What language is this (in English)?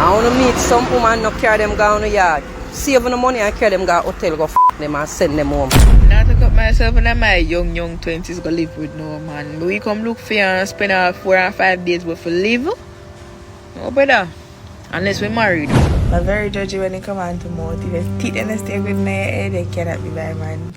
Jamaican Creole English